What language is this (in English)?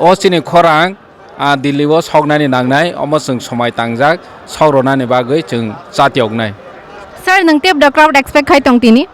Kok Borok